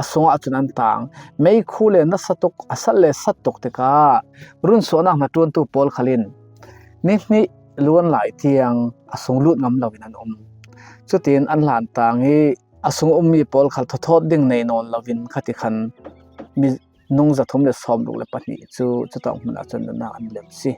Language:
Falam Chin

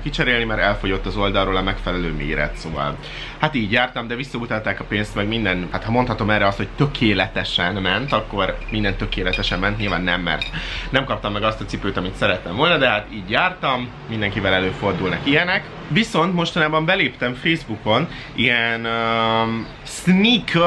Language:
Hungarian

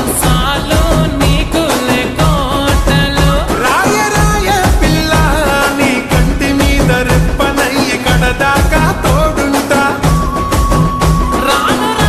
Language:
Telugu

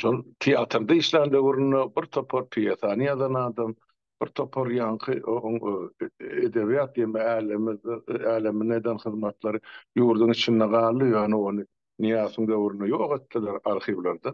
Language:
Turkmen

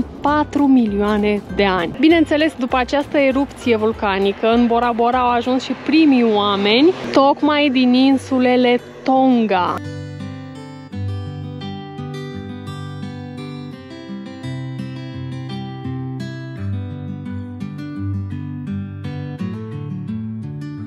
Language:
Romanian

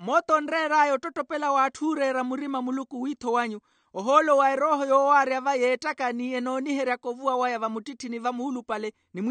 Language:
Makhuwa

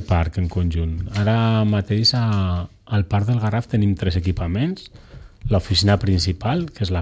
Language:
Catalan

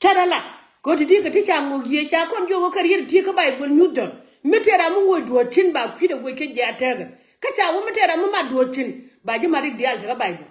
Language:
Nuer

